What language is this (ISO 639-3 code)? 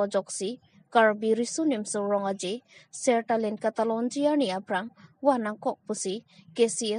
mjw